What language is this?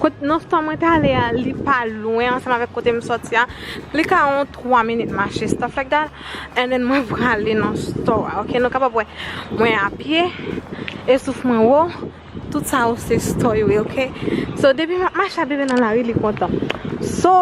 Haitian Creole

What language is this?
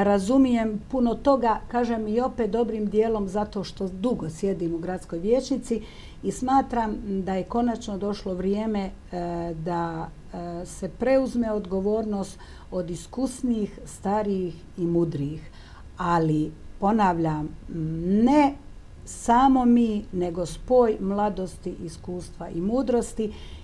Croatian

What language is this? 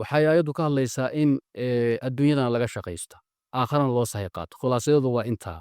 Somali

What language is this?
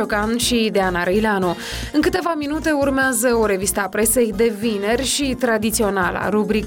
Romanian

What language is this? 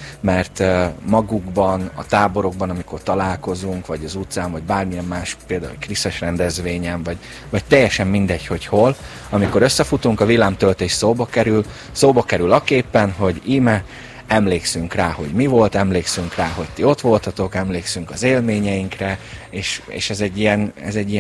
Hungarian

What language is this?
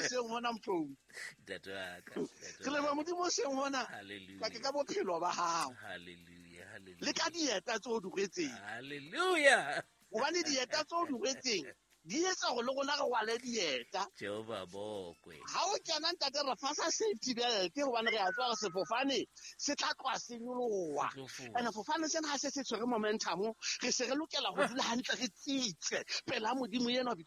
Southern Sotho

